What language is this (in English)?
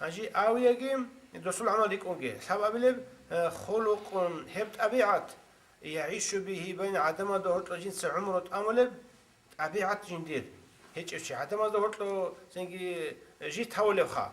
Avaric